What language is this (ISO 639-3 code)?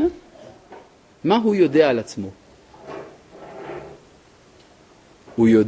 heb